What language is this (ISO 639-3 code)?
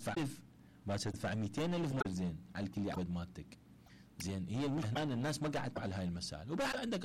acm